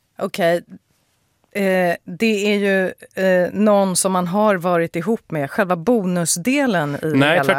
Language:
Swedish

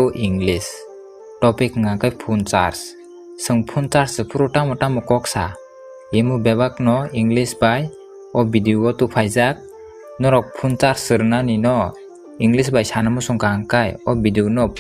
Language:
Kok Borok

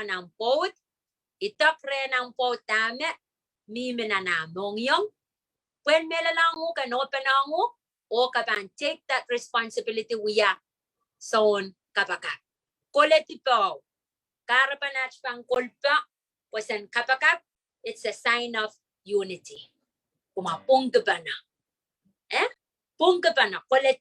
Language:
Pohnpeian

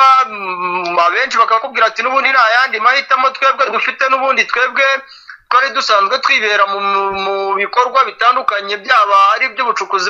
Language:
Kinyarwanda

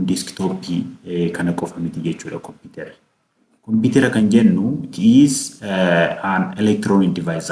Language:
Oromo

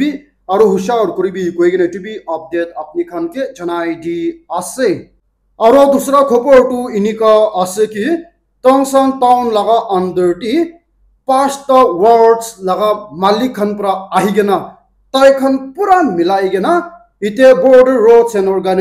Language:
Naga Pidgin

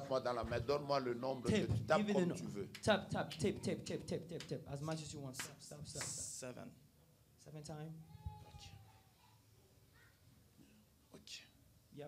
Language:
French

